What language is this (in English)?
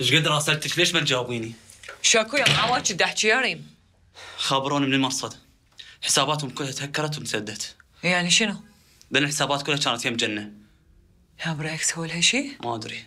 Mesopotamian Arabic